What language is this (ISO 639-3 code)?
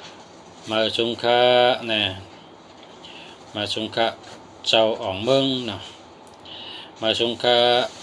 shn